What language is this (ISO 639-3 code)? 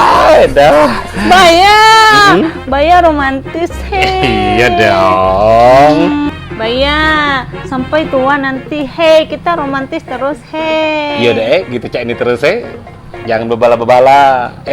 mui